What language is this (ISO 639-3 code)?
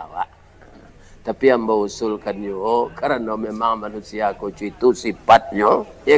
min